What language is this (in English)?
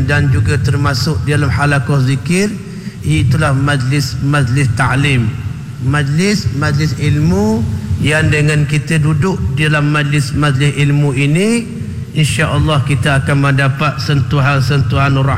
Malay